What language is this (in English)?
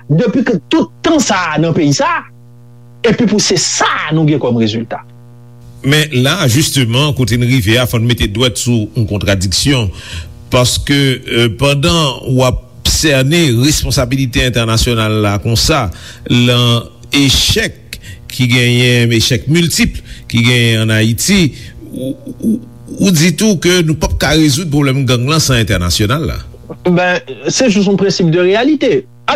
Haitian Creole